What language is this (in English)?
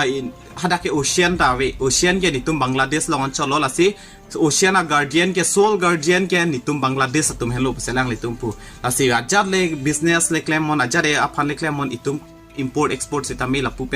Karbi